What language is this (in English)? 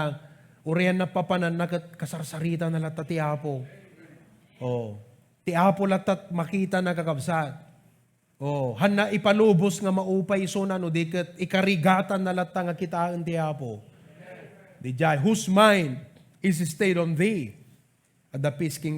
Iloko